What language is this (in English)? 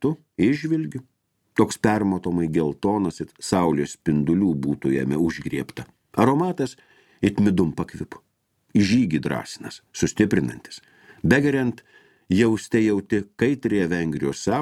Lithuanian